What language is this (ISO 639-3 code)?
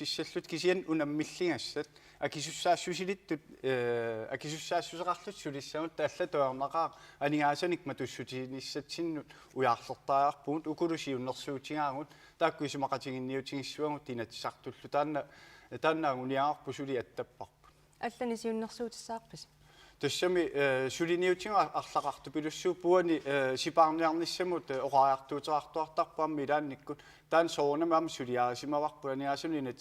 kal